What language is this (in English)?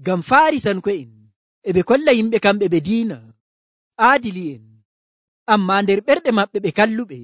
Nigerian Fulfulde